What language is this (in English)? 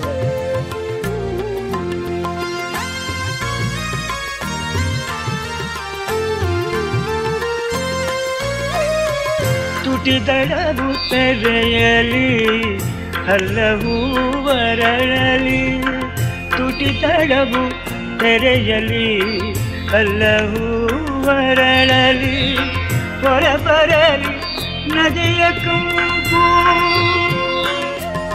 Kannada